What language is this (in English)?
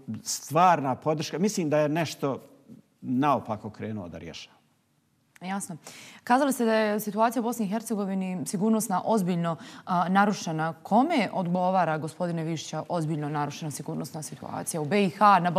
Bosnian